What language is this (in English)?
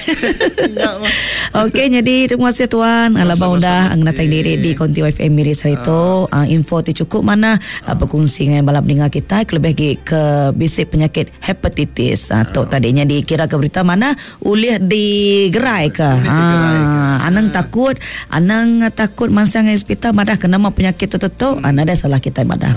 Iban